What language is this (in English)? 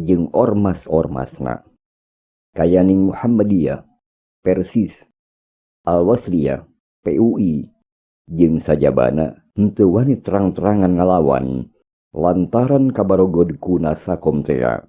Sundanese